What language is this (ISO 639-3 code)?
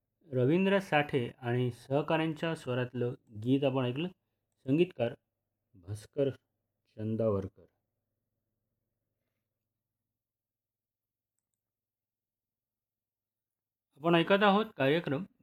mar